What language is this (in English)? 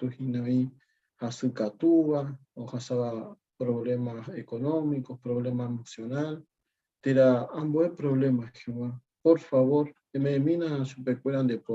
Guarani